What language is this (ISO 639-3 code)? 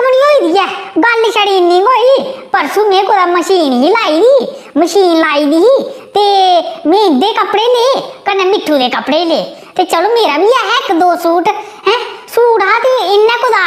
doi